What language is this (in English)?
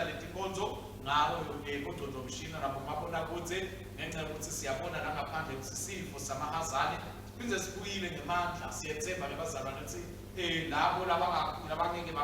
Swati